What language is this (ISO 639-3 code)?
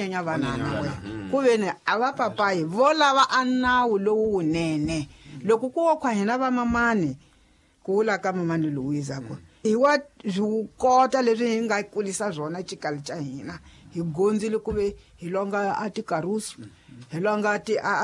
tso